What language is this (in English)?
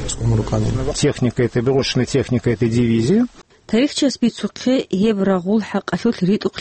Avaric